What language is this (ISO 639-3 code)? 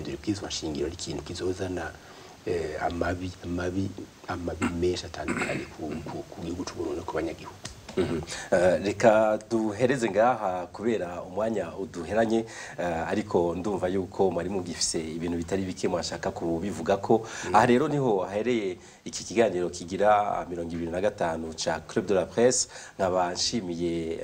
run